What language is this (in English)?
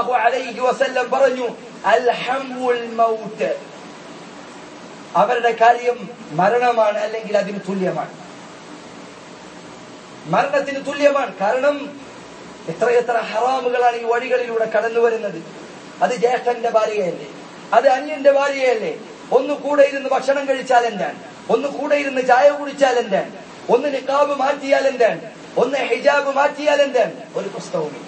Malayalam